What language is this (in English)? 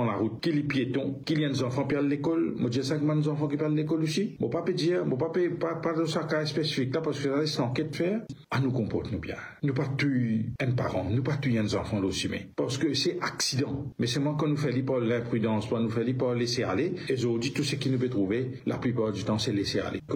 Morisyen